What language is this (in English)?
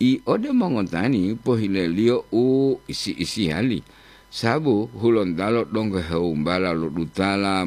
Gorontalo